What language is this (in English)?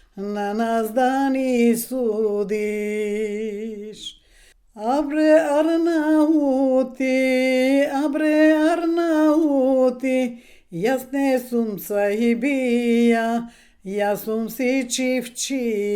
Macedonian